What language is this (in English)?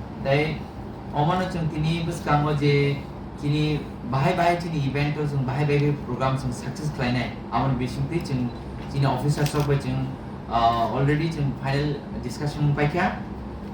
Kok Borok